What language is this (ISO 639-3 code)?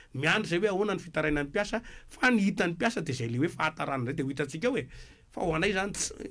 mlg